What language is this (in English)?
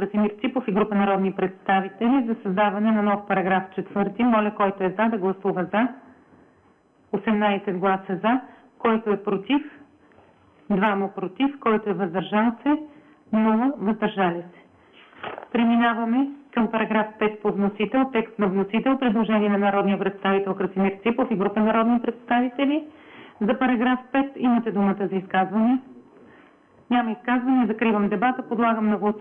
Bulgarian